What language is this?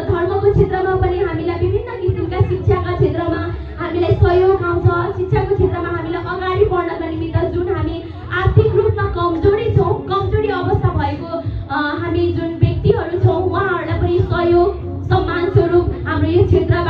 Nepali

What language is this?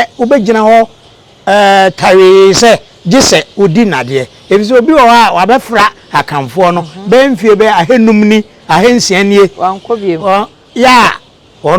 Akan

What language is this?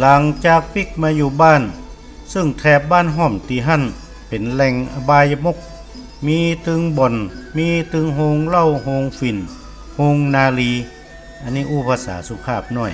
Northern Thai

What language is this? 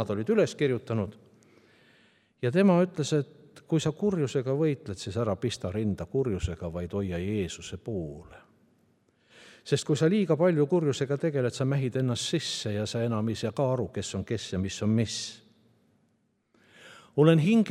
Estonian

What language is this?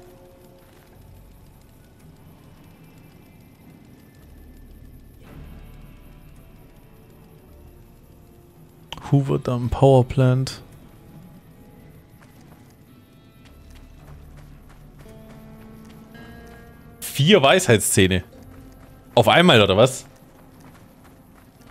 German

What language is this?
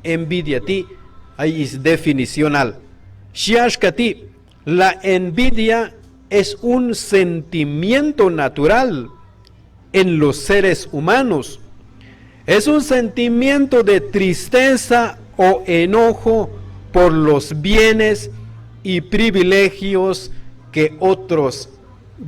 Q'anjob'al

